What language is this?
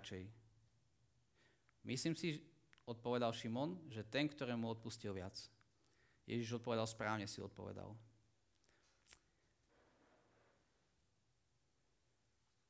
Slovak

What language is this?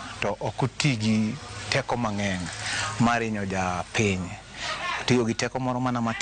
Luo (Kenya and Tanzania)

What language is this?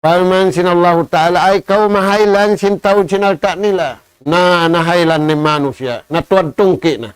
Tausug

